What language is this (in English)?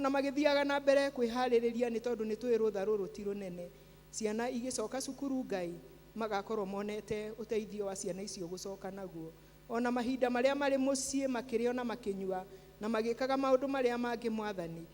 Kikuyu